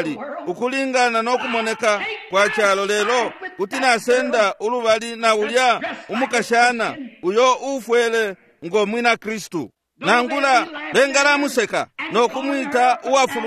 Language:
Bemba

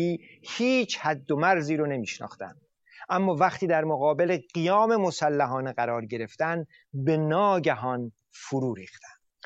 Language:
Persian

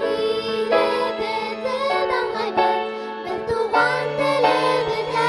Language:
Bashkir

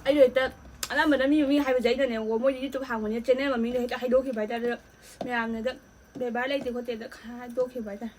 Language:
Manipuri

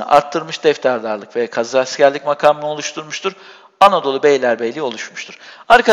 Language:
Turkish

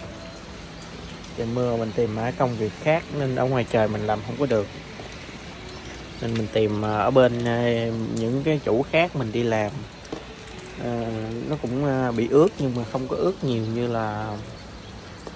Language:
Vietnamese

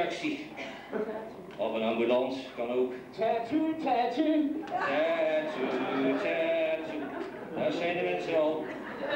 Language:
Dutch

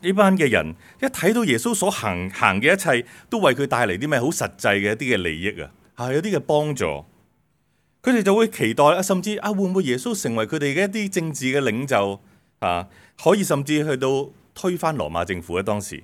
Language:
Cantonese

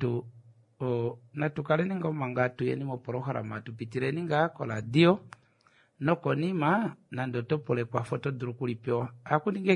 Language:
Kuanyama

